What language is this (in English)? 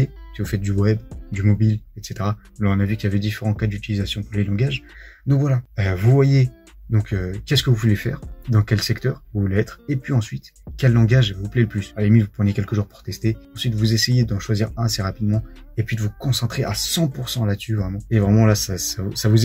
French